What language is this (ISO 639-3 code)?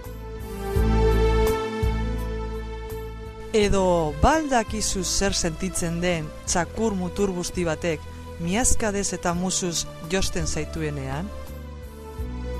eus